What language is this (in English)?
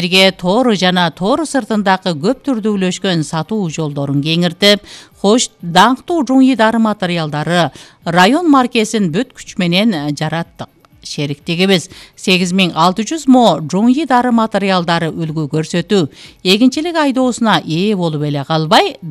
Kyrgyz